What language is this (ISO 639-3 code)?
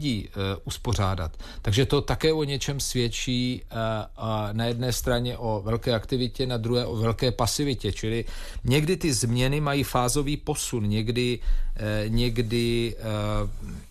ces